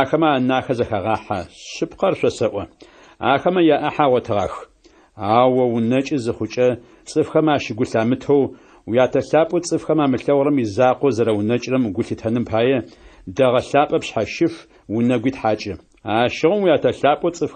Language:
Adyghe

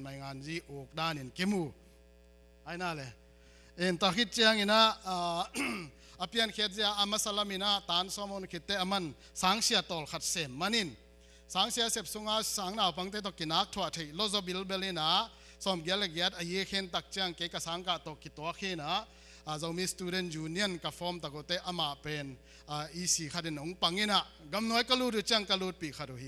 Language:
Tedim Chin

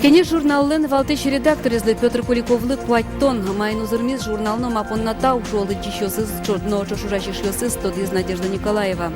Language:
Udmurt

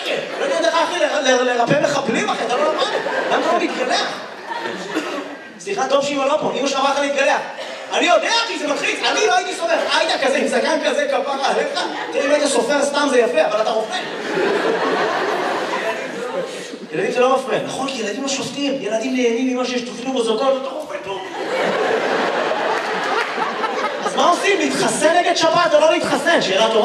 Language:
Hebrew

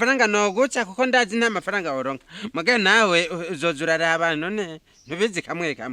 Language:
Rundi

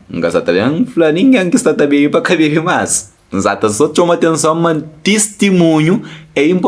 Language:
Kabuverdianu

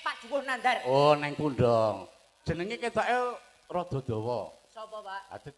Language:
Javanese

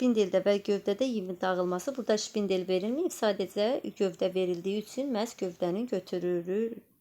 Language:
Azerbaijani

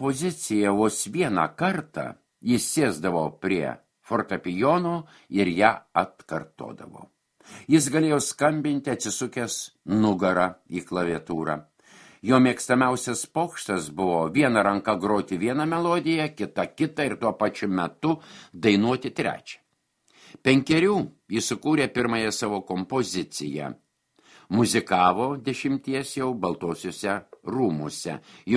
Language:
Lithuanian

